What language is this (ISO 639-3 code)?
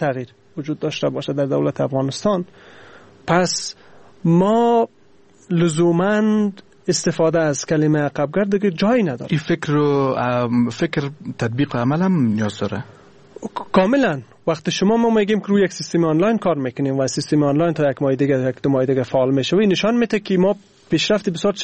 fas